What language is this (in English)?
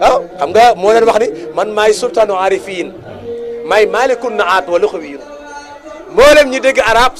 Wolof